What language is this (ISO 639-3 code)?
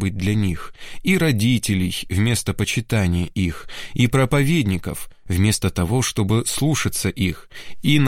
rus